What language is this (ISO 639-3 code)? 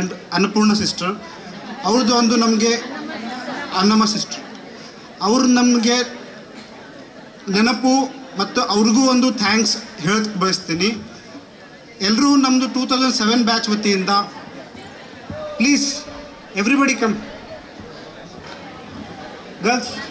kan